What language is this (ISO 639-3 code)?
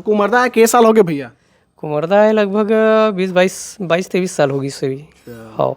hne